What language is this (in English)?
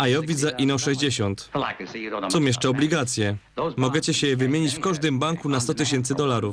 Silesian